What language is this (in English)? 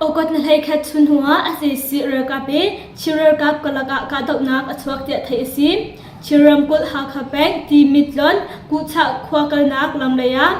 Hakha Chin